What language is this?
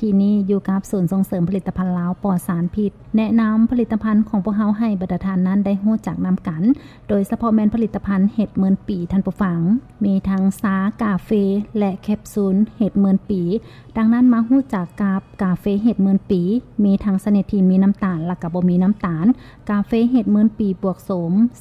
Lao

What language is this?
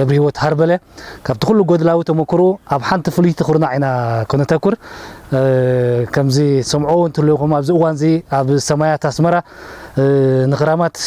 Tigrinya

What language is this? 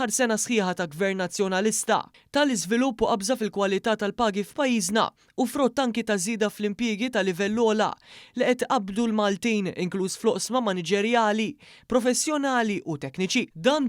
Maltese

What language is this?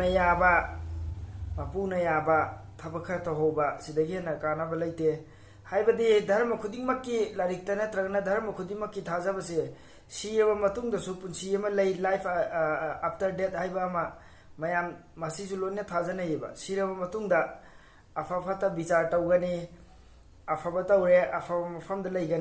Manipuri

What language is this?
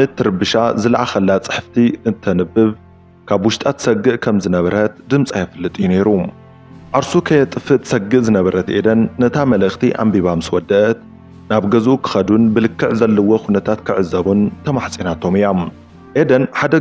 Tigrinya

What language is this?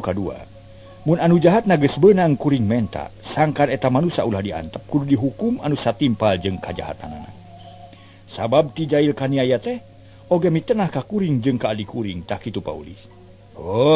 Sundanese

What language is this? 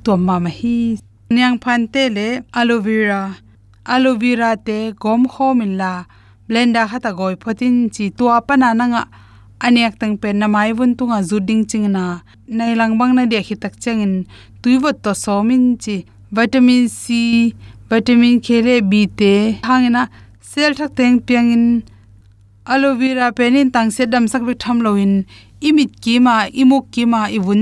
Tedim Chin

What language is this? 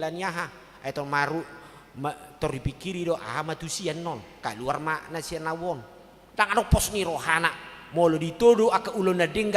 Batak Toba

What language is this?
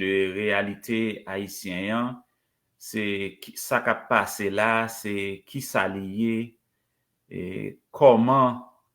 Haitian Creole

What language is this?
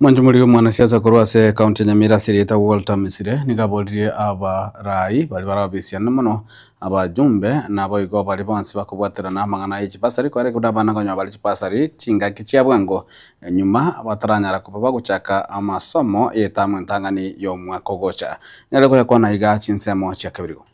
Gusii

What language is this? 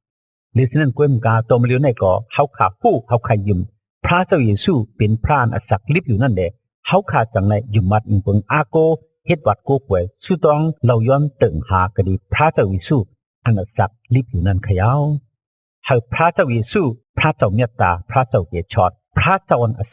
Shan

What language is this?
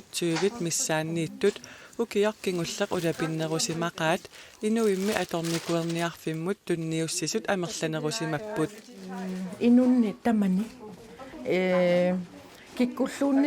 Kalaallisut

